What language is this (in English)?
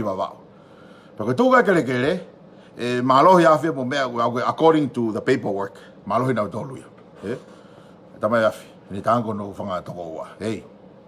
Tongan